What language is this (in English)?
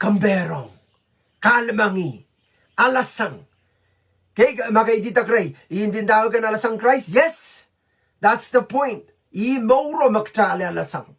Pohnpeian